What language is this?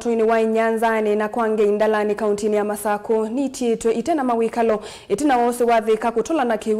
Kamba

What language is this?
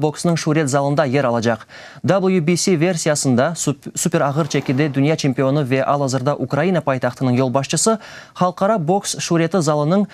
Crimean Tatar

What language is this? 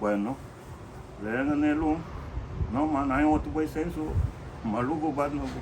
Garifuna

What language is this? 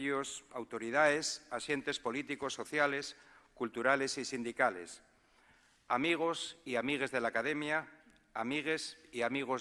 Asturian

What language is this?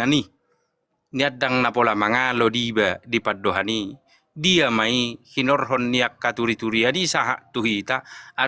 Batak Toba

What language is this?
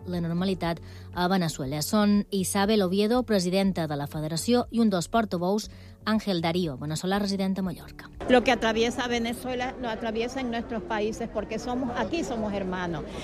Catalan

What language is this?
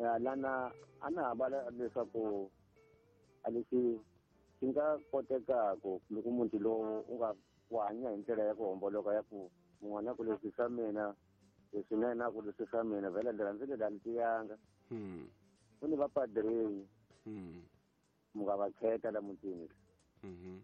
Tsonga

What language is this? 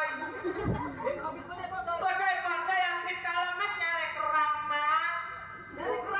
Madurese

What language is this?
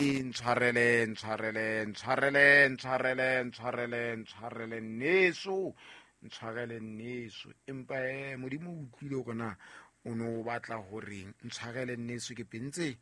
Southern Sotho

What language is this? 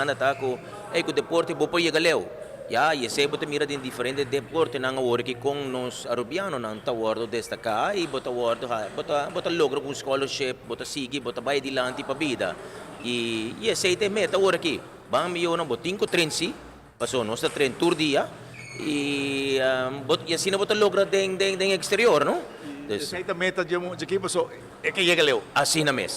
Papiamento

